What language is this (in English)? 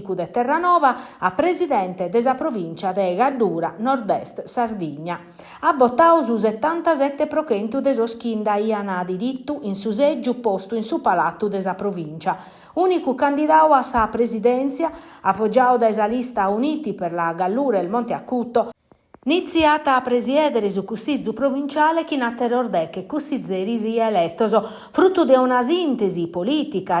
Sardinian